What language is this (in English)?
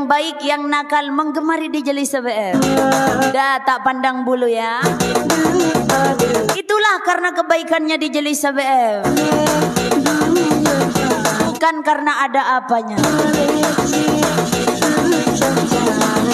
Malay